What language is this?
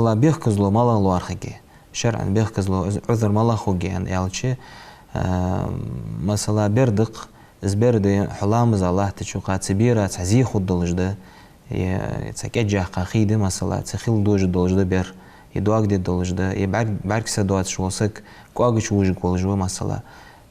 Ingush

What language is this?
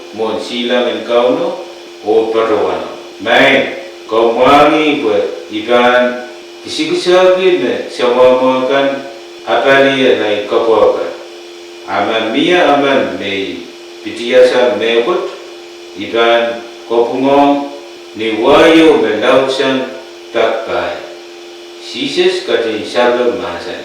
Pohnpeian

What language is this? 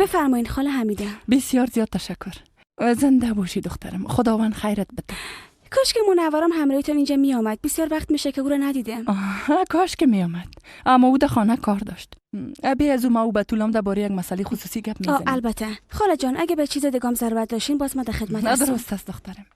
Persian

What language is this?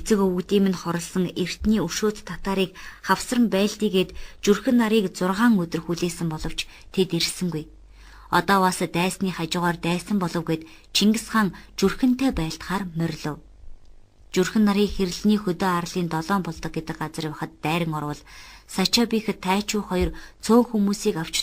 Mongolian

